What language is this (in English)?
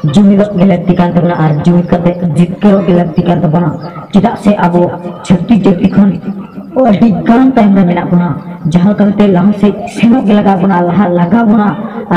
Santali